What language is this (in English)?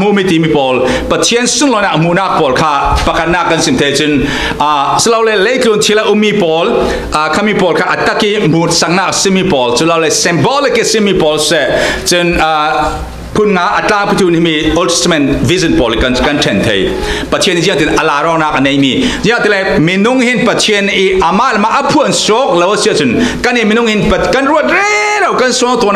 Falam Chin